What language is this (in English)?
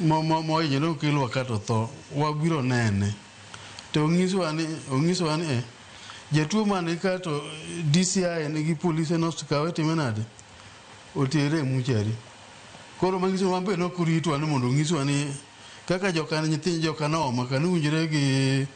Luo (Kenya and Tanzania)